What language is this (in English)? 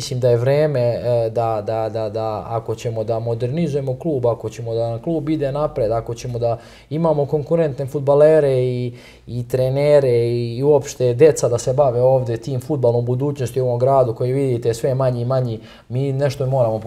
Serbian